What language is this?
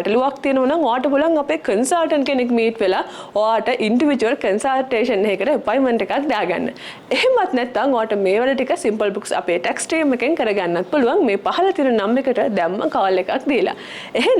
Sinhala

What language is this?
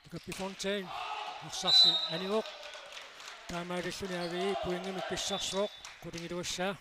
Kalaallisut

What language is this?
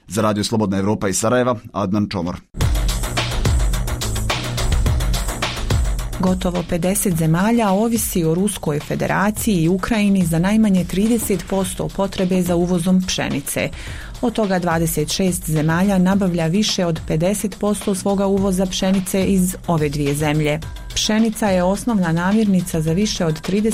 Bosnian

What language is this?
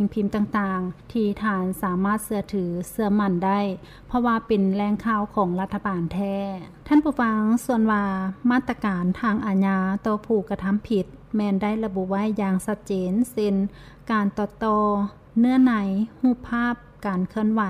Lao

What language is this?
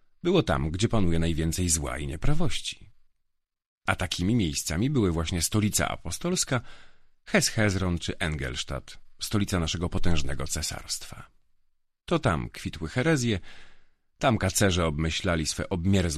Polish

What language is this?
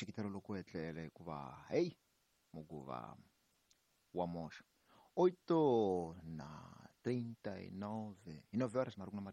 Tsonga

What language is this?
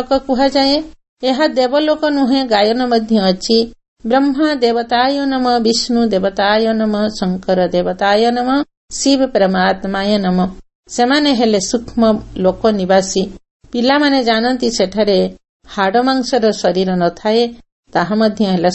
Odia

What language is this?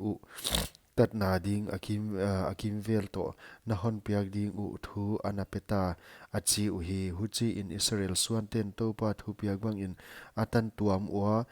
Paite Chin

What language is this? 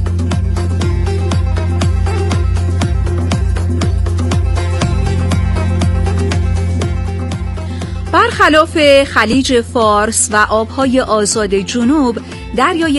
Persian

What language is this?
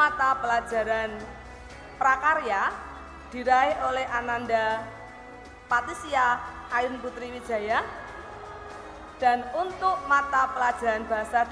Indonesian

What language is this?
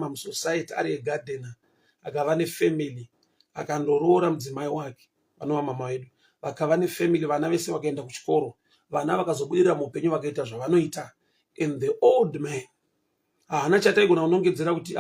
Shona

